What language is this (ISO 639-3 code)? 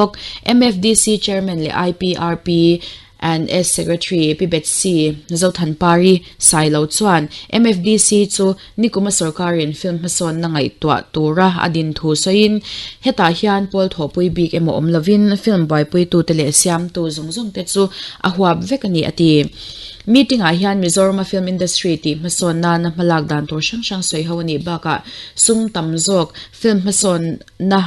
lus